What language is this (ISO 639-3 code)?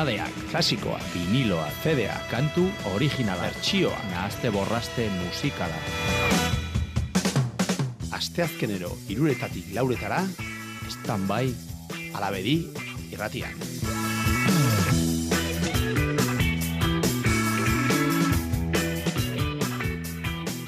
eus